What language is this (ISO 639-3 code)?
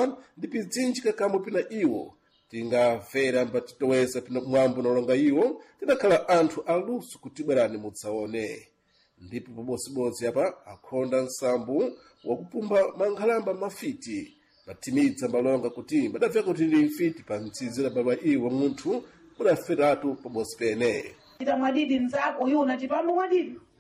seh